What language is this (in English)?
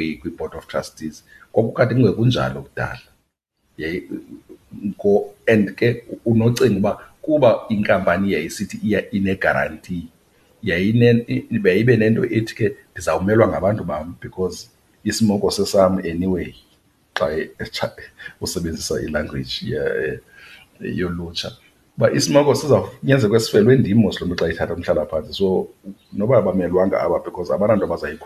Xhosa